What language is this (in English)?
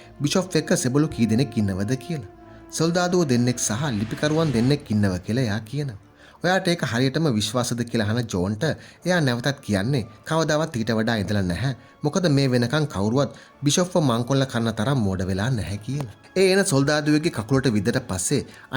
Sinhala